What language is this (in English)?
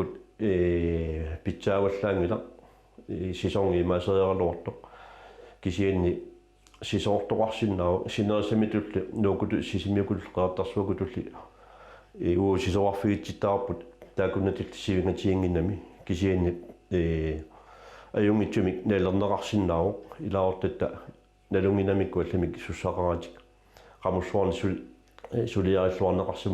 Kalaallisut